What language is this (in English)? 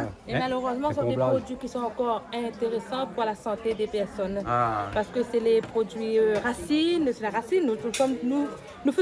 Réunion Creole French